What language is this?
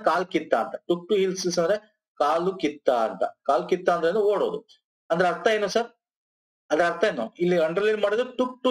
Kannada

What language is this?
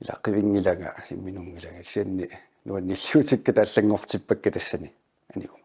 Kalaallisut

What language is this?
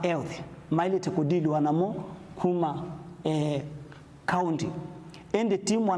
Kamba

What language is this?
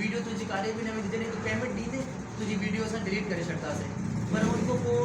Sindhi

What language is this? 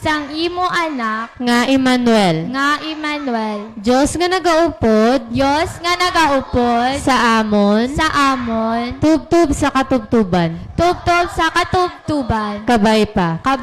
Hiligaynon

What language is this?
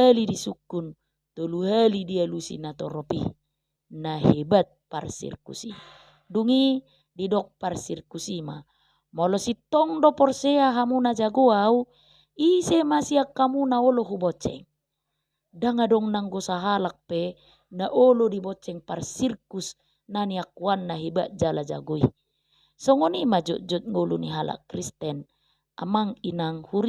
Batak Toba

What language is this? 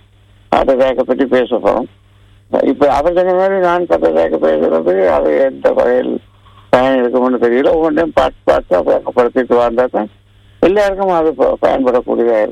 Tamil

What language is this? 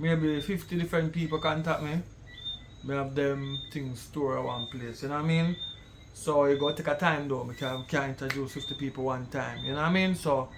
Jamaican Creole English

